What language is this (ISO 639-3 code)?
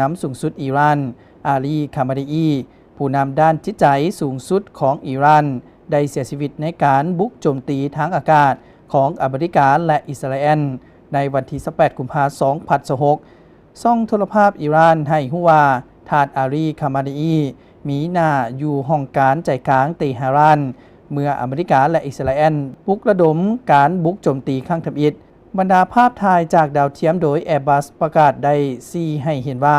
lao